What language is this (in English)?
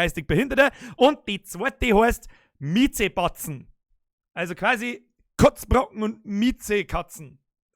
Bavarian